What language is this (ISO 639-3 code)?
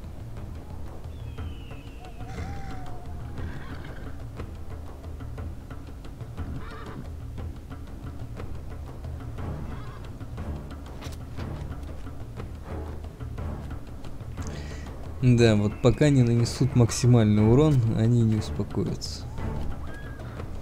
rus